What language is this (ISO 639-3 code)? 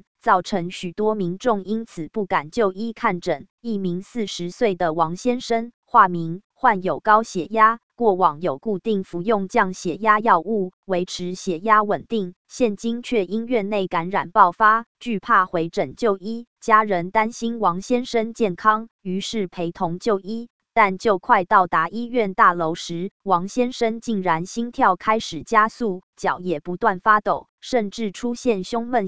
zho